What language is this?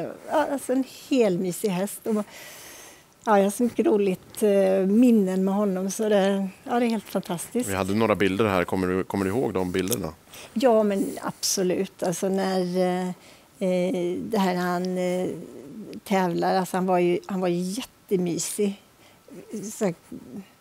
Swedish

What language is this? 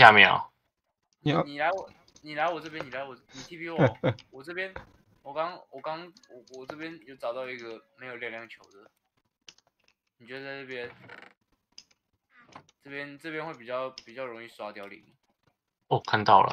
Chinese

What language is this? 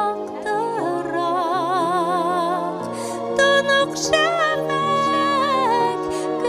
Bashkir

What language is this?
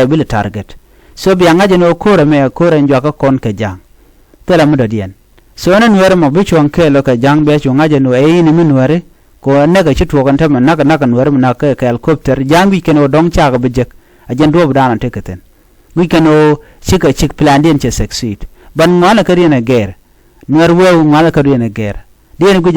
Nuer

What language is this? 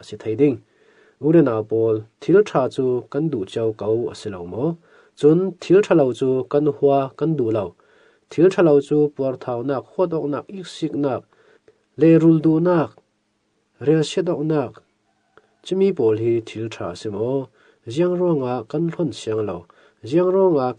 Falam Chin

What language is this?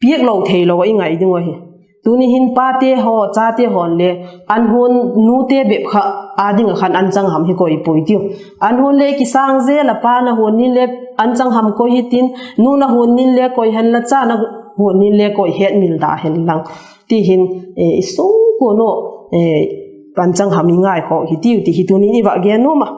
Vaiphei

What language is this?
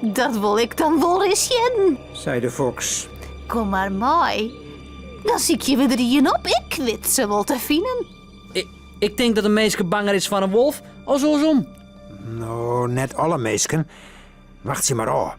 Western Frisian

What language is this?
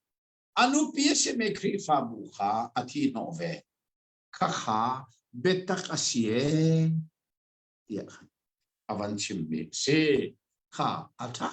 Hakha Chin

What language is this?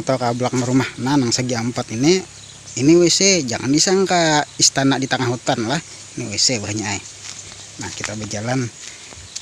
Banjar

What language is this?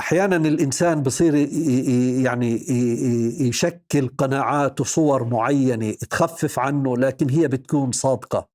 North Levantine Arabic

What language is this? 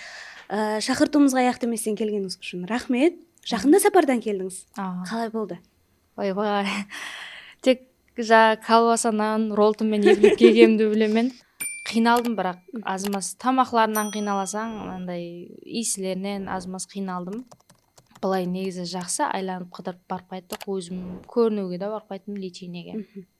Kara-Kalpak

